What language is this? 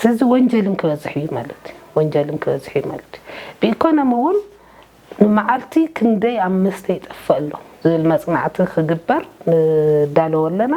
Tigrinya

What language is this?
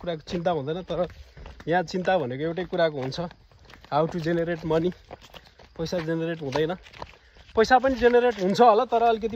Nepali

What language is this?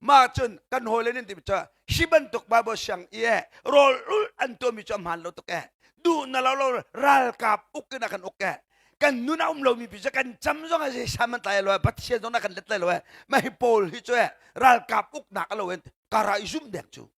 Hakha Chin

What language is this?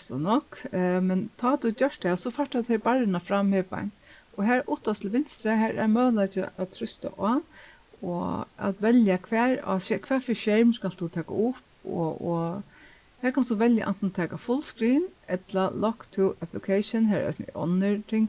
Faroese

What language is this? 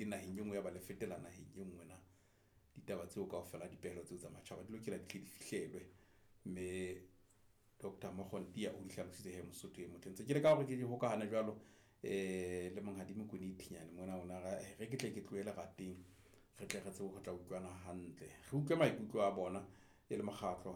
Southern Sotho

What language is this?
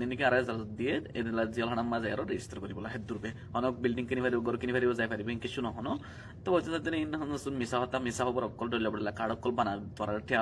Rohingya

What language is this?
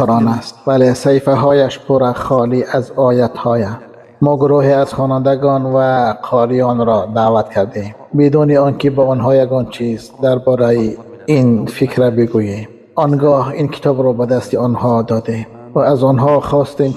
Tajik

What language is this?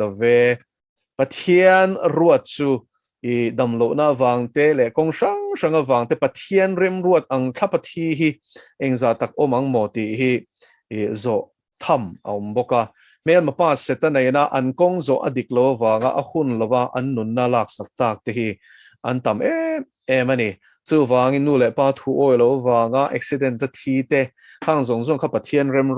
Mizo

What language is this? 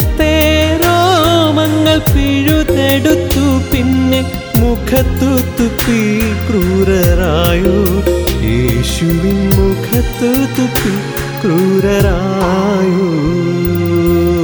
Malayalam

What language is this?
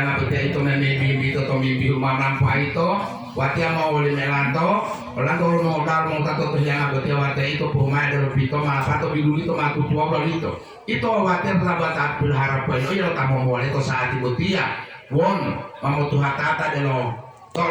Gorontalo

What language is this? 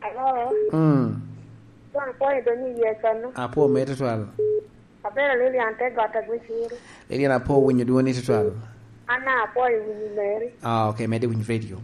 Lango (Uganda)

